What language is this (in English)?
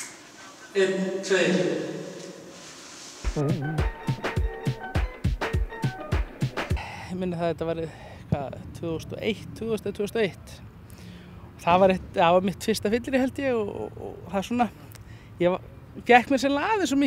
Icelandic